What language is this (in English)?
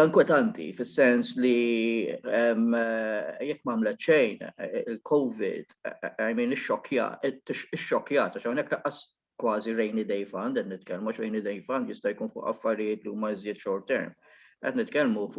Maltese